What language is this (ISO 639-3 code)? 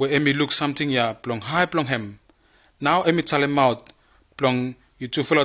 bis